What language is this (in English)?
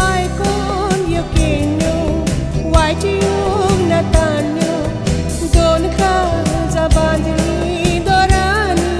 Konkani